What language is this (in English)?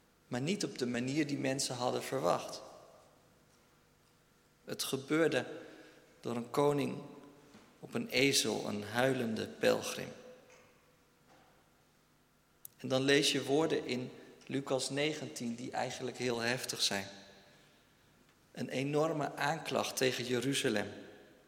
Dutch